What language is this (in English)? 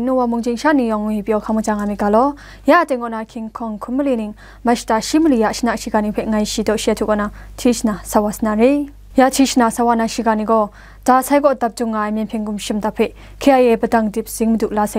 Kachin